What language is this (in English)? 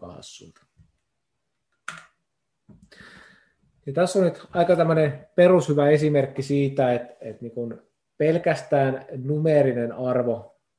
Finnish